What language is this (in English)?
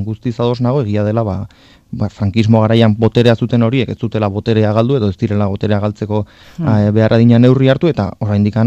Basque